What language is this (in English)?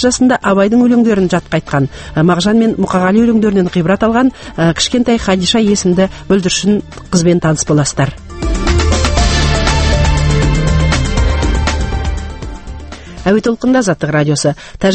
Kazakh